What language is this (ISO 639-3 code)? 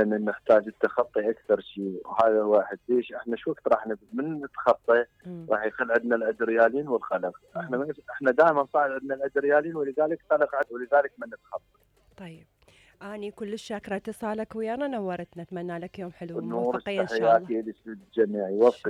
acm